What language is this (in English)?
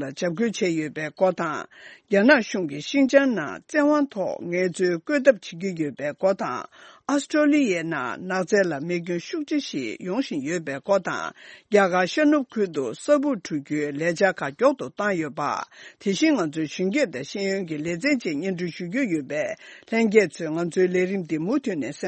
Tibetan